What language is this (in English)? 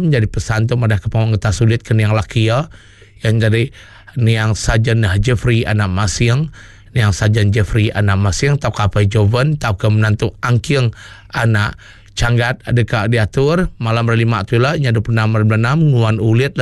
Iban